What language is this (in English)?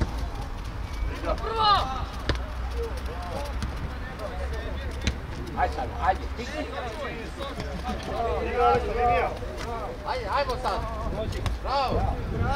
Serbian